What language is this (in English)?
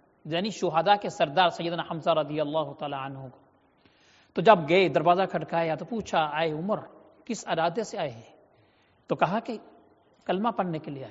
Urdu